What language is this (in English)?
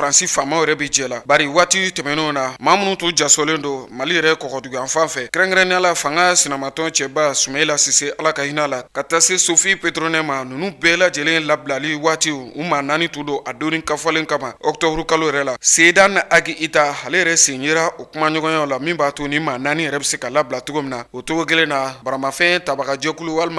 Bambara